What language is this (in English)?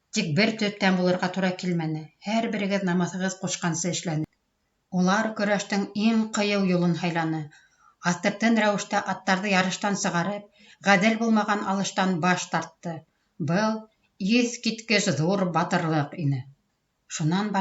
Bashkir